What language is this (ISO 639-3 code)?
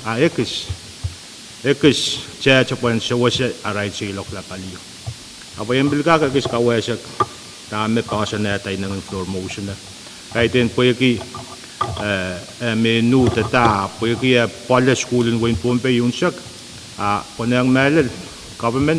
pon